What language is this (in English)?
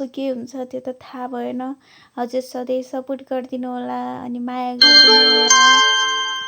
Nepali